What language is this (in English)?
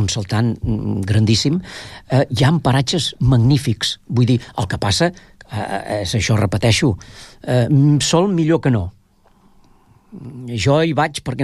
Catalan